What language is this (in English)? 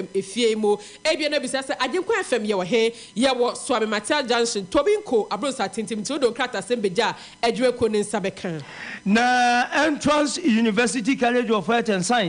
Akan